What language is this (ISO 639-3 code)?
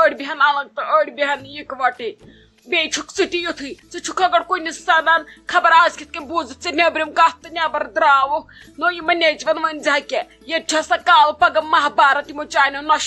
kas